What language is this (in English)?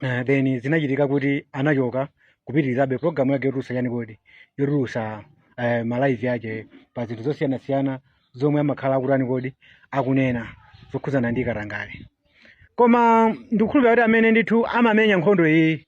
Nyanja